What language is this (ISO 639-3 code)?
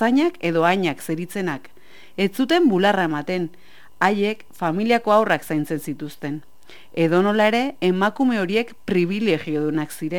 eus